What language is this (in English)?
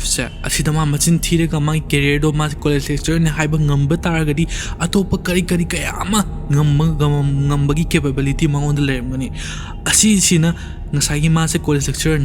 Manipuri